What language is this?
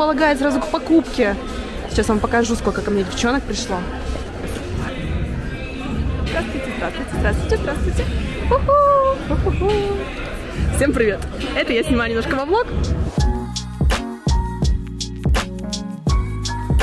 Russian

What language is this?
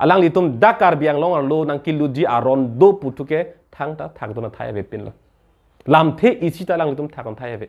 Karbi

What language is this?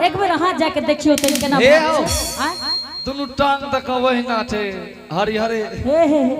Angika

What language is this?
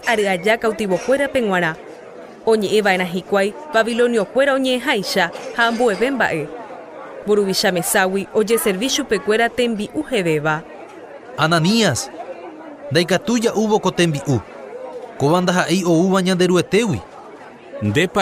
Guarani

